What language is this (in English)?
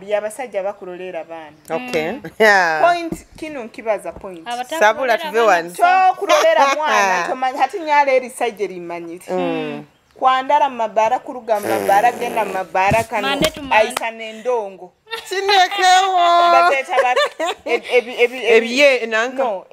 Nyoro